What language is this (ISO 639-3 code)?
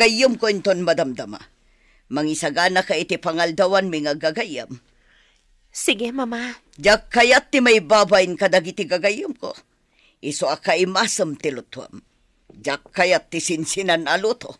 ilo